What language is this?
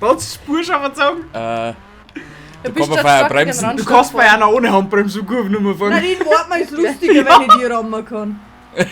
Bavarian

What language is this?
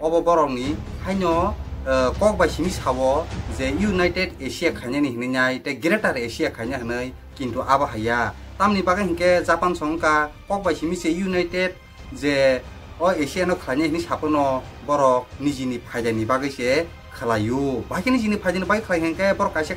Kok Borok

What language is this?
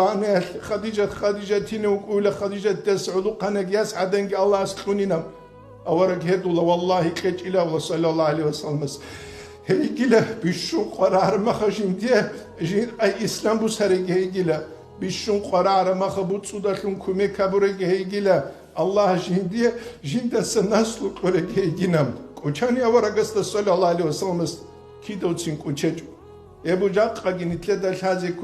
Avaric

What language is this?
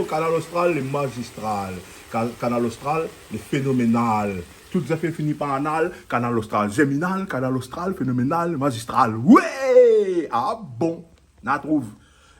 Réunion Creole French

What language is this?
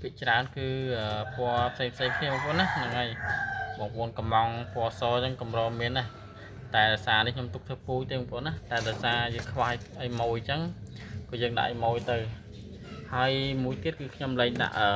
Khmer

